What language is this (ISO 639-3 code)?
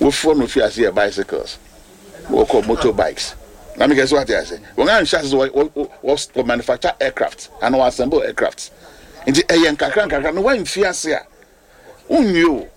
aka